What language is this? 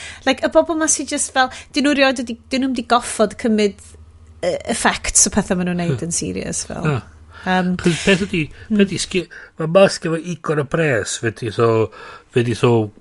Welsh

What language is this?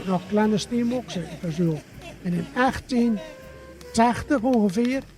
Gronings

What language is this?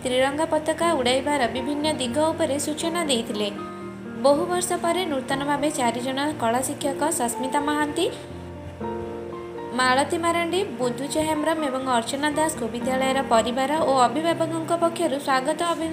Odia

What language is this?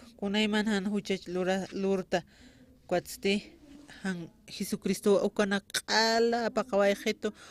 Aymara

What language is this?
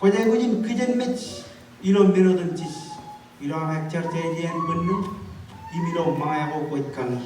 Marshallese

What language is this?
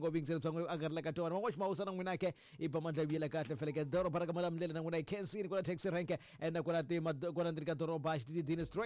Tsonga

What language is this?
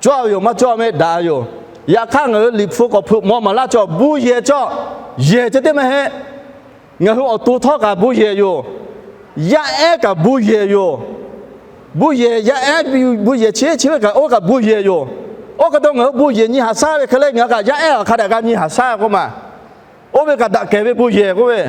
Lahu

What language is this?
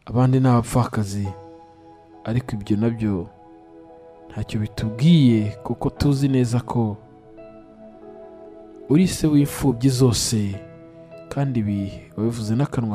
Kinyarwanda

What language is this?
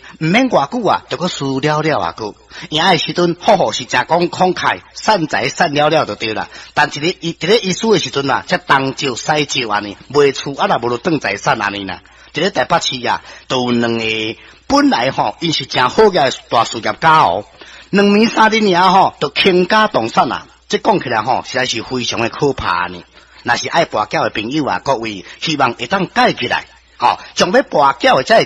Min Nan Chinese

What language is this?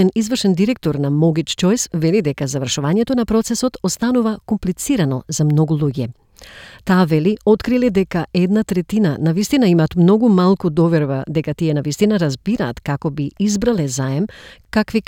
Macedonian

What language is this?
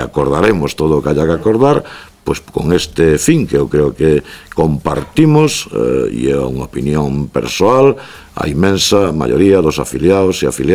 Galician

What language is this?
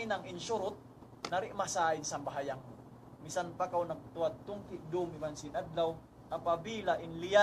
Tausug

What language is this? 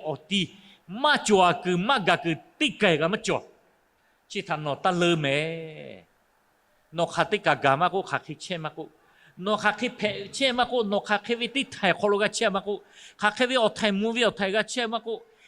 Lahu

